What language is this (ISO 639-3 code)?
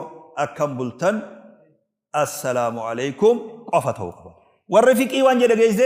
orm